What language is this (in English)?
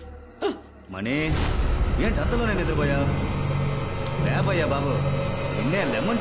Telugu